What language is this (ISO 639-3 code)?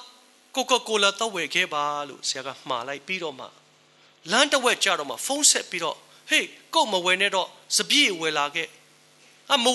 mya